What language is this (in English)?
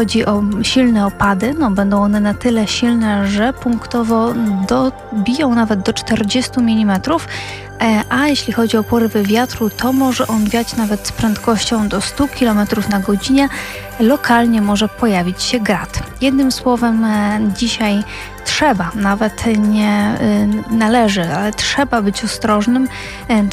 Polish